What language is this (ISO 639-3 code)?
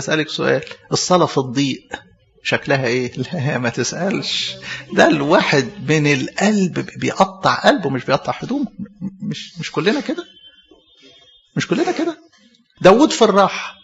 arz